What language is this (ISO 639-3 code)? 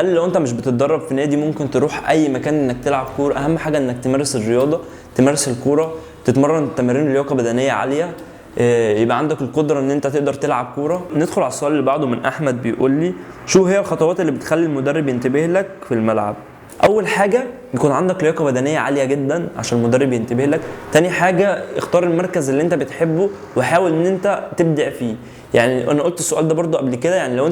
arz